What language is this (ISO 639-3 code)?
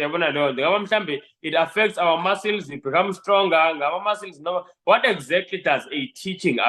zul